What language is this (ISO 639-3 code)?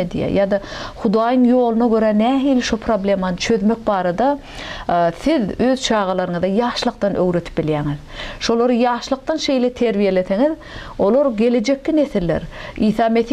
tuk